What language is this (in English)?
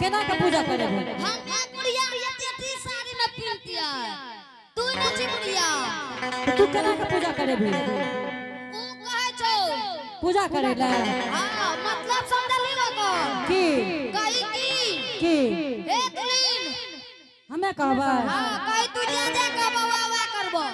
Angika